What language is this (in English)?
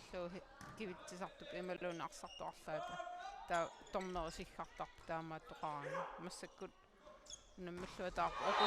Kalaallisut